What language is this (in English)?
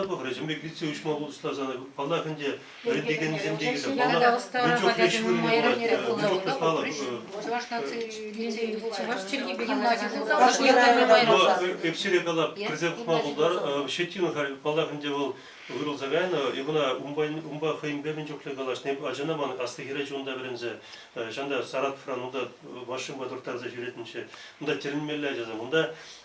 Chuvash